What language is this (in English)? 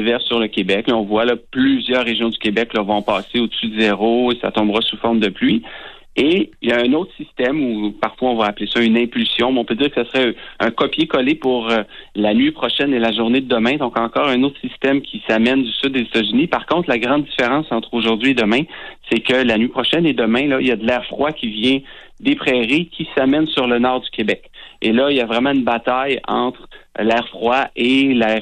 French